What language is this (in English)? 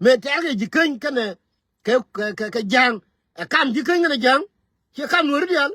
Nuer